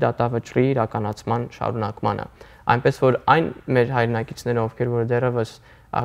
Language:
Armenian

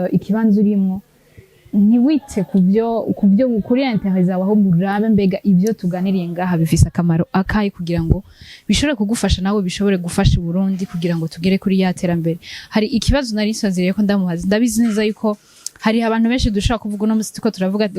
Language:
Rundi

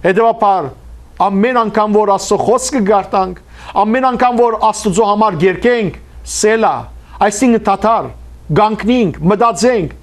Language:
Western Armenian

